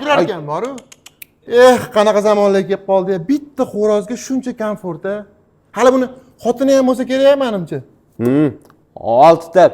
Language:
Uzbek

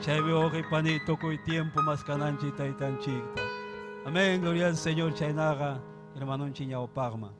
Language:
Ayacucho Quechua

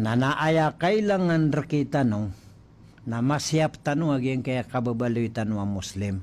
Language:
Maranao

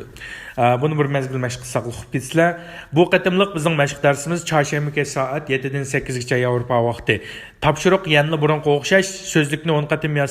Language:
Uyghur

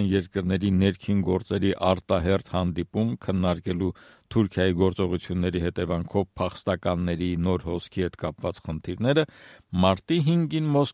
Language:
Armenian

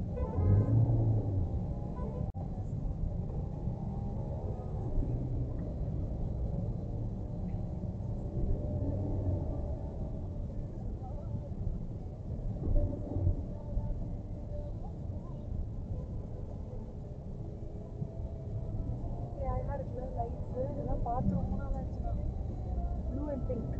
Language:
Tamil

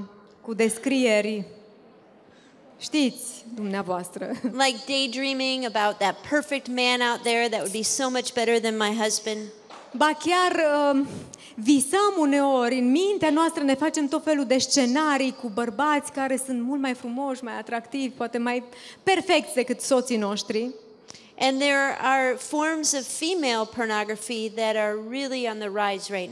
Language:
Romanian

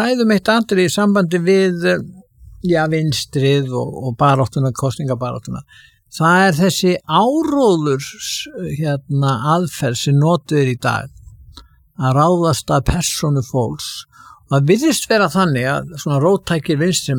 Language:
Icelandic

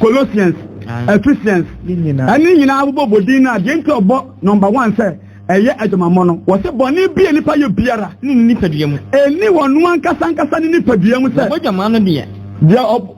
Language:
Akan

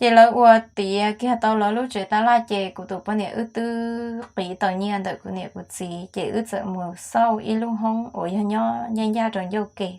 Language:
Hmong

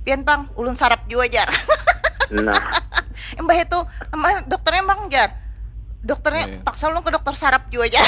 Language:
Banjar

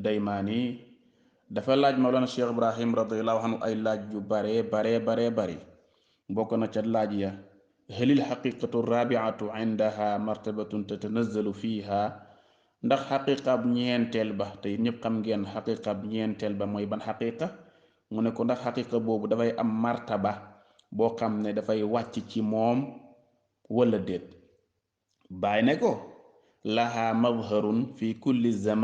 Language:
Wolof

